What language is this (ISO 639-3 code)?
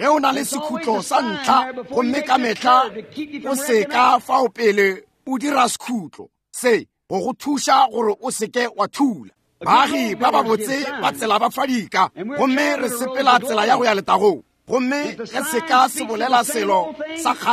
nso